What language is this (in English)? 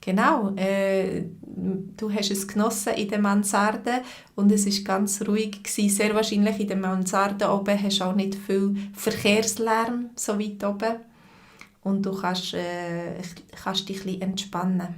Swiss German